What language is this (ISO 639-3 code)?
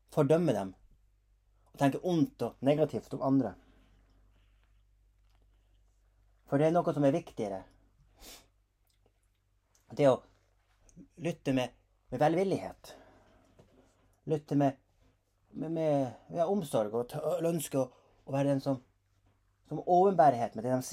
nor